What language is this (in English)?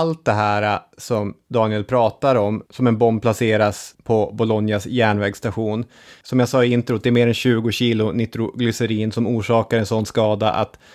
Swedish